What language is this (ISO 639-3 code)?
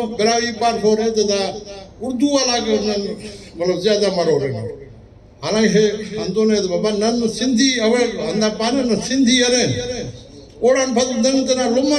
brh